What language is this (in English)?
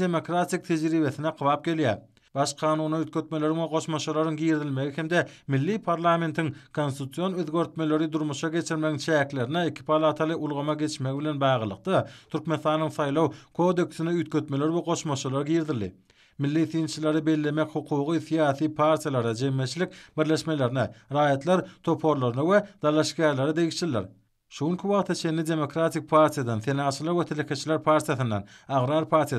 Turkmen